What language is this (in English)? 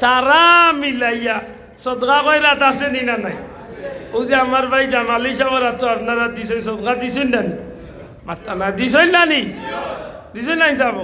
Sylheti